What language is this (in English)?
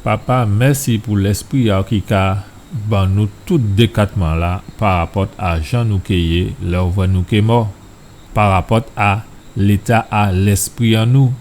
Guadeloupean Creole French